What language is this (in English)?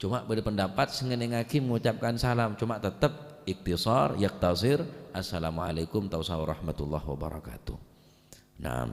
Madurese